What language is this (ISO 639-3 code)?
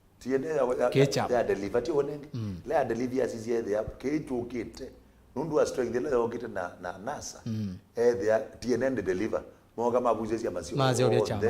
kam